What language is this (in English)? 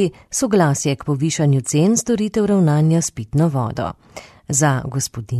Slovenian